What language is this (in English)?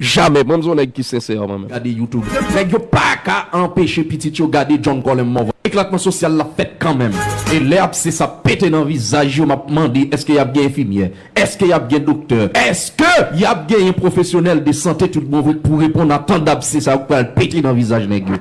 Haitian Creole